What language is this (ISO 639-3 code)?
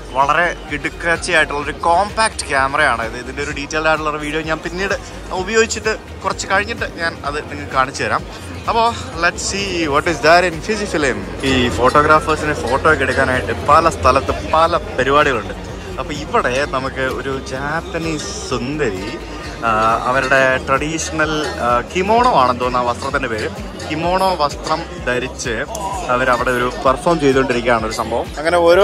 mal